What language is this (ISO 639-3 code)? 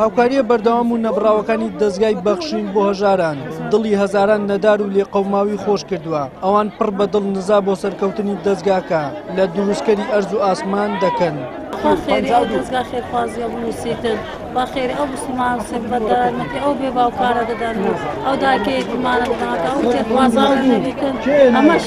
ckb